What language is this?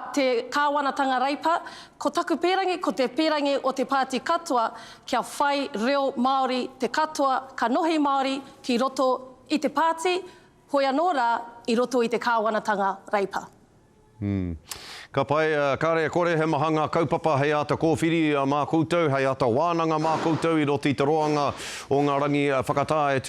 Māori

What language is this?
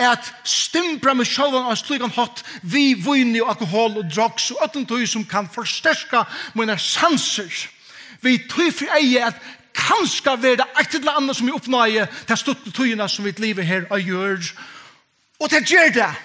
Faroese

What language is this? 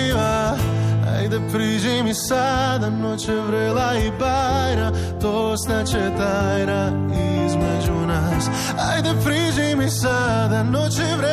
Croatian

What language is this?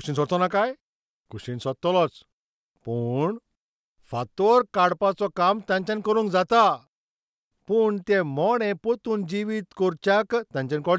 Konkani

